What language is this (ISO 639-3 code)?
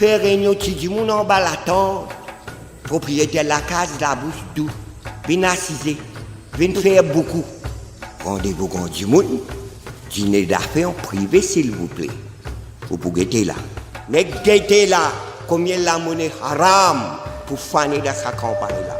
mfe